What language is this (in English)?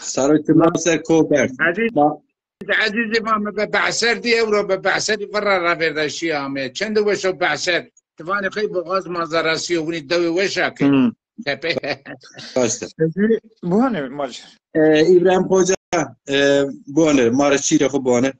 Zaza